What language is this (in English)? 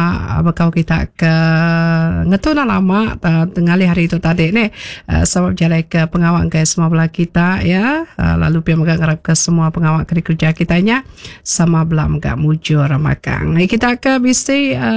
Iban